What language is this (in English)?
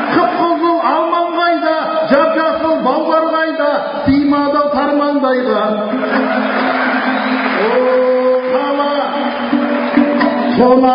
Kazakh